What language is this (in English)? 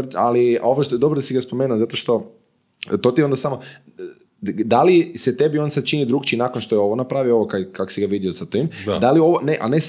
Croatian